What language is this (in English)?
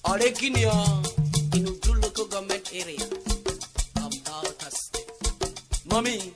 Urhobo